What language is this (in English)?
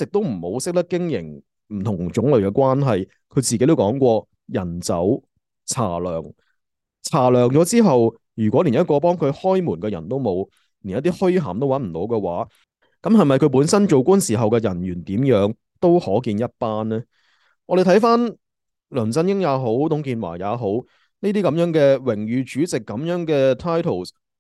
Cantonese